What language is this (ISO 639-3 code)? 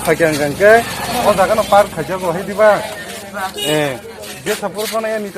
trp